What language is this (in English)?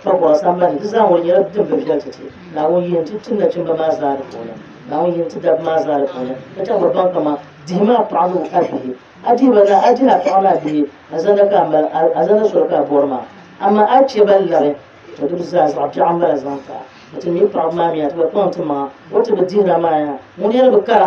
Dagbani